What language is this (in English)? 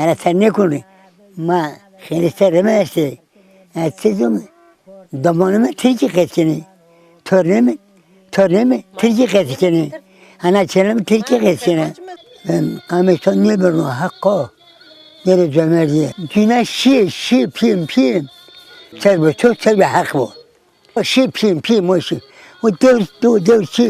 Zaza